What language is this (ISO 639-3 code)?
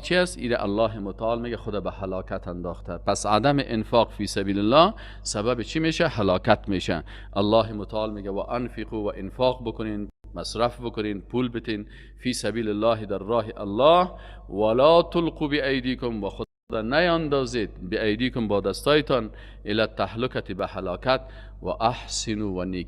fas